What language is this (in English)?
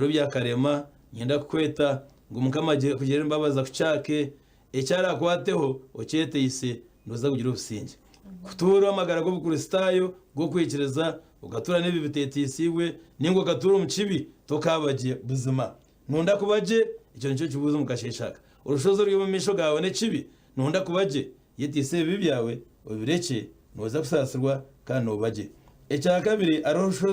Nyankole